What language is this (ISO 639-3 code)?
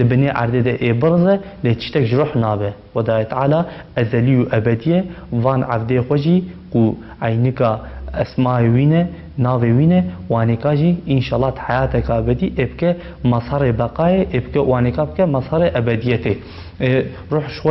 kur